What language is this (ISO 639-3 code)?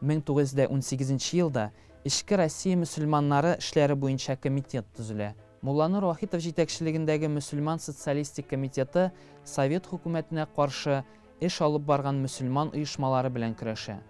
tat